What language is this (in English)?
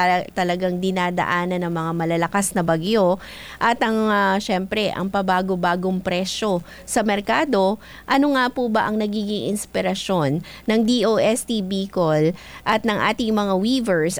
Filipino